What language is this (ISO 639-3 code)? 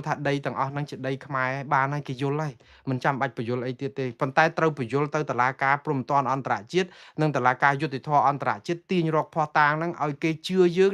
khm